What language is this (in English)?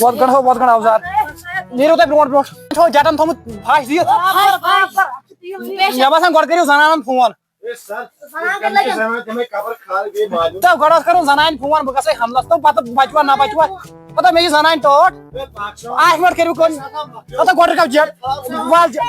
Kashmiri